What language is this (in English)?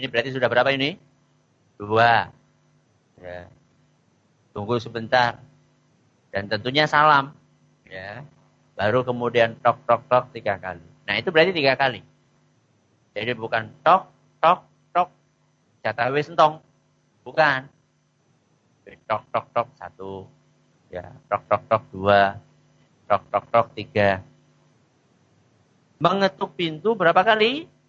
Indonesian